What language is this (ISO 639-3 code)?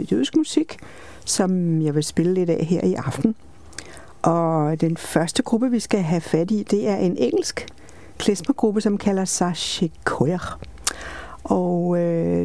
dan